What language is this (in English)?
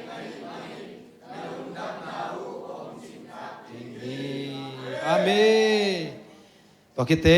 Tedim Chin